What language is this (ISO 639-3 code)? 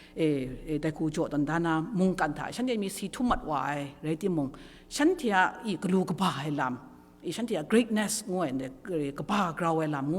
kac